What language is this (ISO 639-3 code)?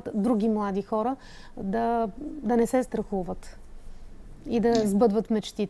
bul